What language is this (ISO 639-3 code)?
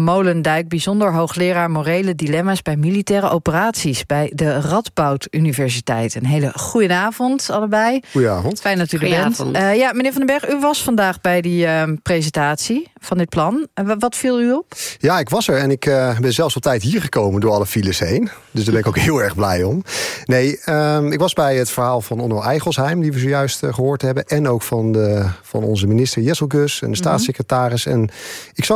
nld